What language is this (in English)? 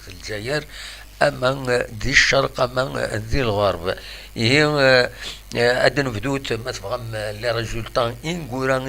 Kabyle